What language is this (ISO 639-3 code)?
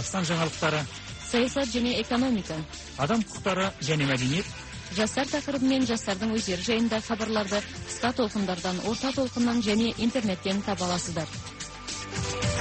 kaz